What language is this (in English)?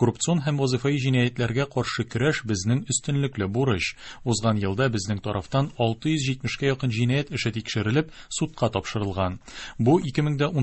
Tatar